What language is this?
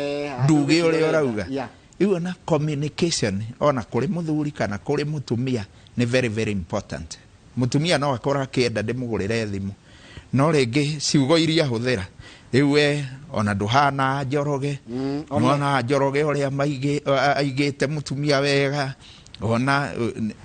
Kikuyu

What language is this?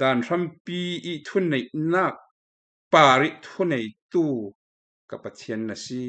Falam Chin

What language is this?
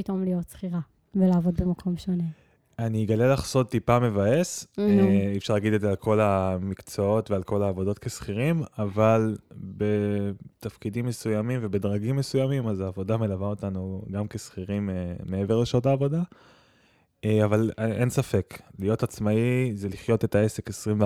Hebrew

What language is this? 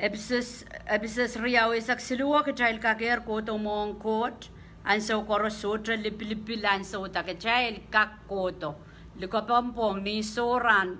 Pohnpeian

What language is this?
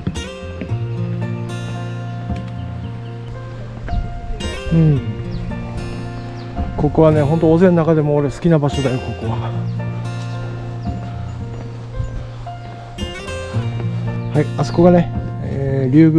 Japanese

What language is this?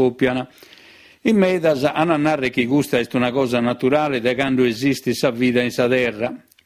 Sardinian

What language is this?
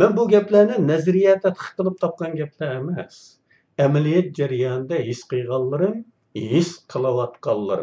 Uyghur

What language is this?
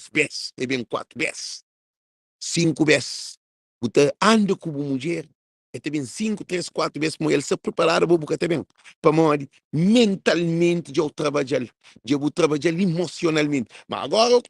Kabuverdianu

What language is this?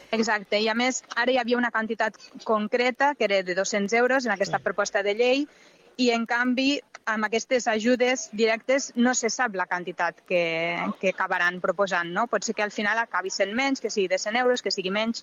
Catalan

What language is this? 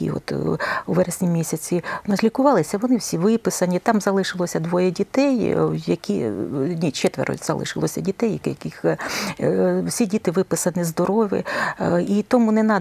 Ukrainian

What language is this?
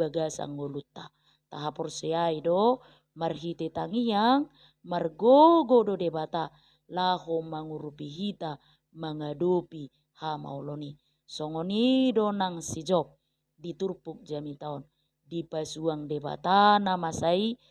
Batak Toba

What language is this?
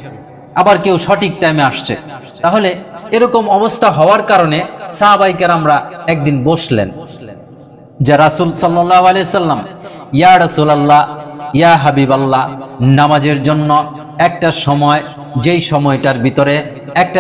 Bangla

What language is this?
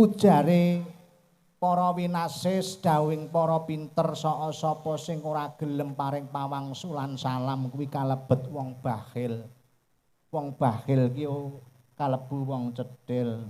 Javanese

